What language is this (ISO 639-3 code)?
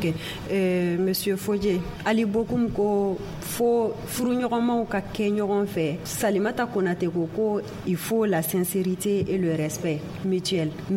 bam